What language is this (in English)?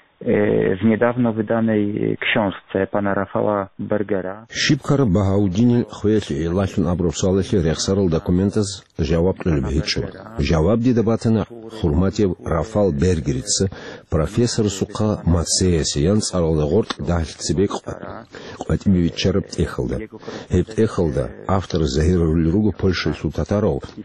Avaric